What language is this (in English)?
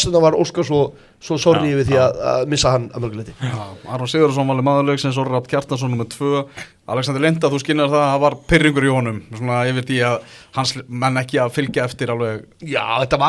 Icelandic